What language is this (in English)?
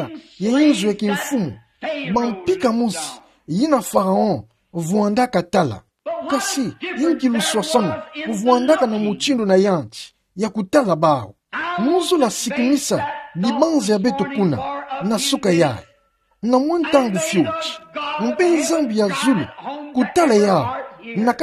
Kituba (Democratic Republic of Congo)